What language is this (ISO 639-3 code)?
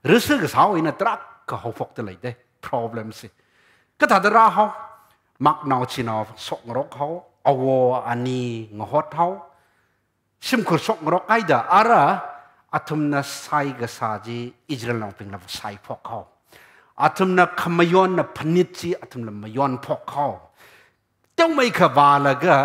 nmf